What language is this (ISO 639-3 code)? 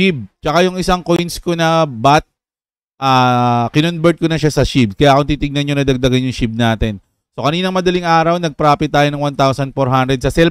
fil